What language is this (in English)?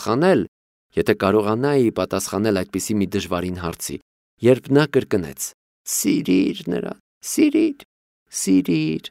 Armenian